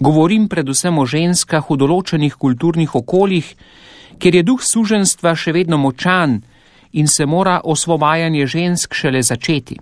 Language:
Slovenian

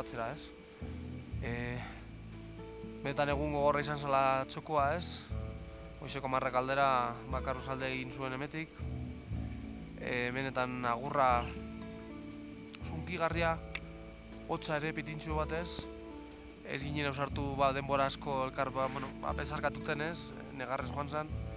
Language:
Basque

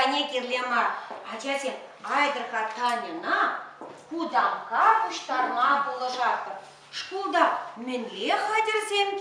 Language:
Chuvash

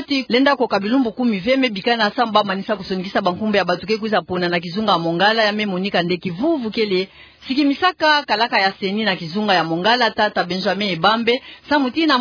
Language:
Kituba (Democratic Republic of Congo)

